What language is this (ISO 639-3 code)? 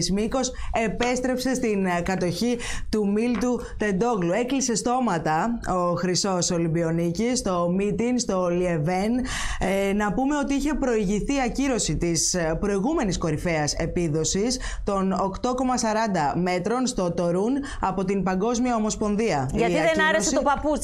ell